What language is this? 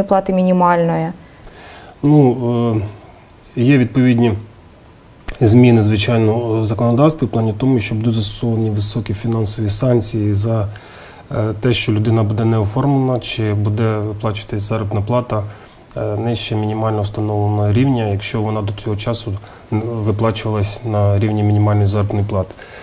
Ukrainian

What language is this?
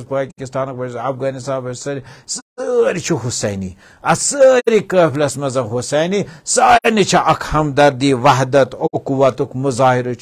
Kashmiri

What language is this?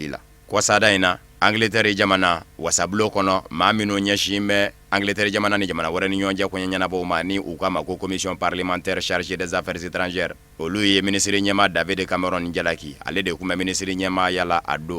Bambara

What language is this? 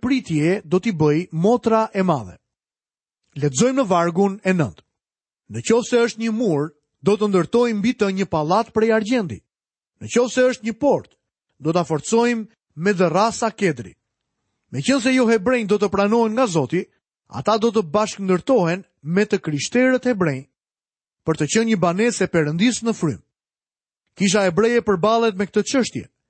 Albanian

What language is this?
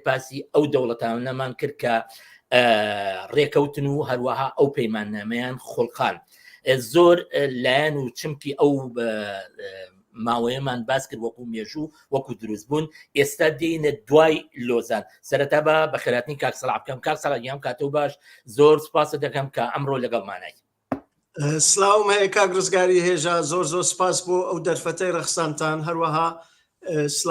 Central Kurdish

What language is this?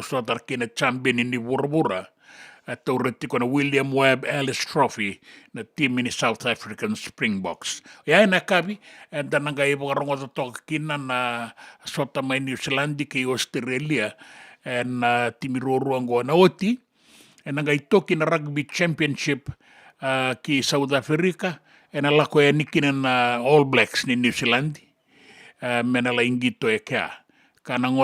Fijian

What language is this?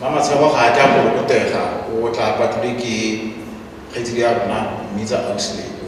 Tswana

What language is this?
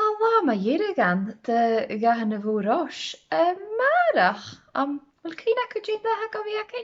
Scottish Gaelic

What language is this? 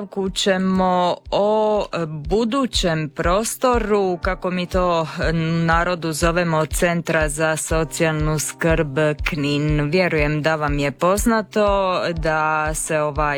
Croatian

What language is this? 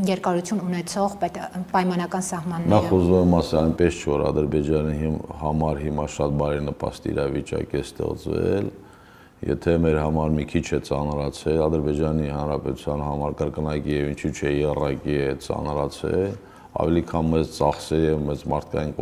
Armenian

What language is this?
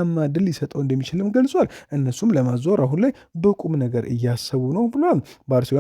Amharic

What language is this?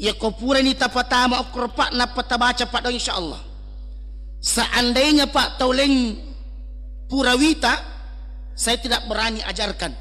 Buginese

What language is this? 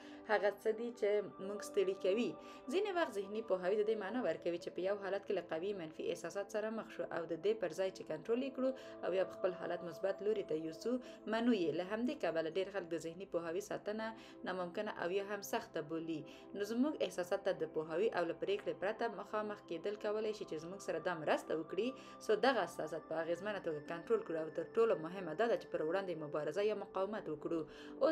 Pashto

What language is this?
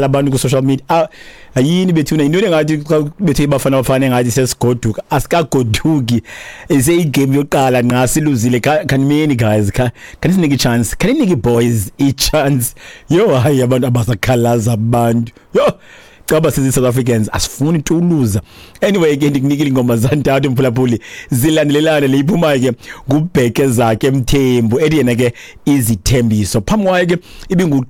Xhosa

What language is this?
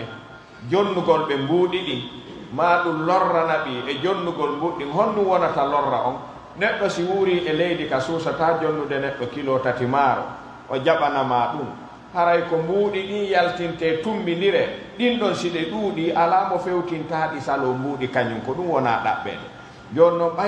Pular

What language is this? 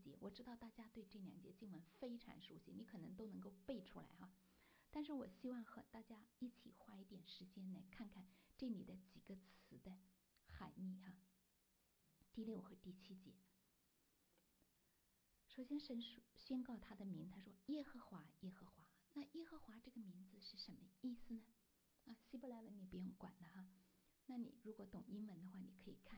Chinese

